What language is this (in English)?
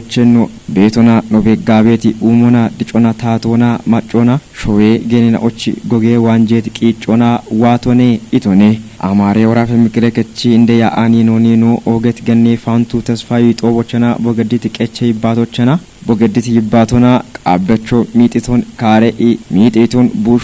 Kafa